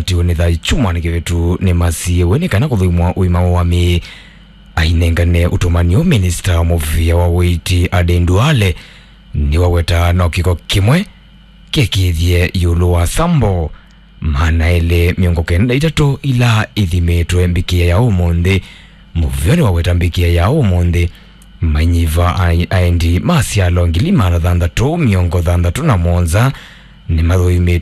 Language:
Kamba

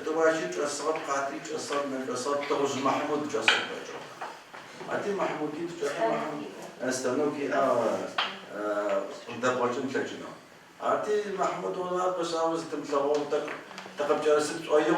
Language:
Adyghe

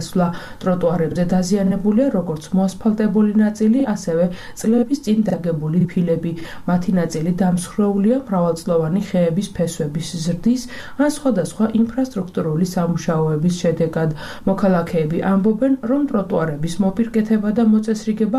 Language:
Georgian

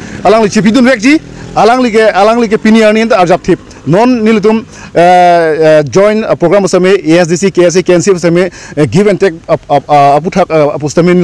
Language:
Karbi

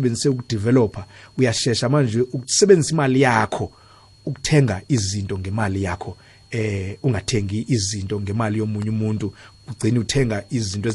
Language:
South Ndebele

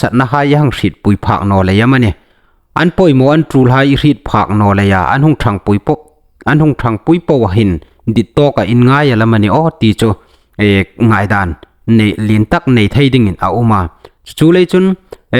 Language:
Hmar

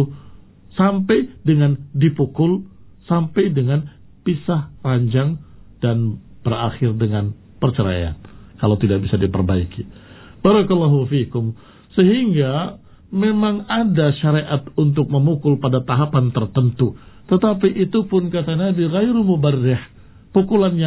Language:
Indonesian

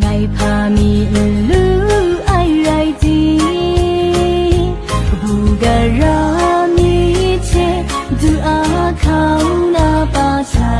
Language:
Kachin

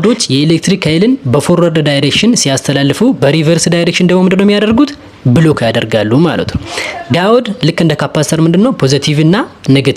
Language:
Amharic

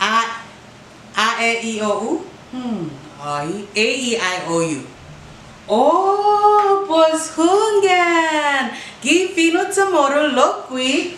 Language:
Chamorro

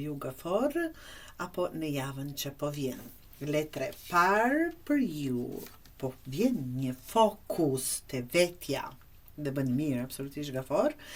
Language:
Albanian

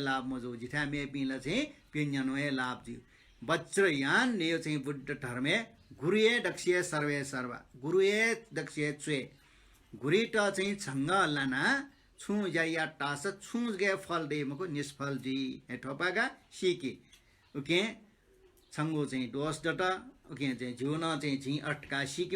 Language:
Newari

